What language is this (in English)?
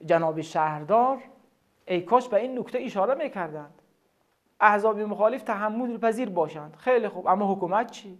Tajik